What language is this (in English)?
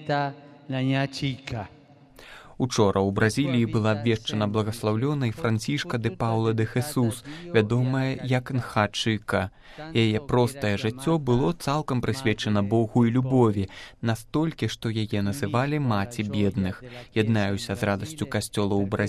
Belarusian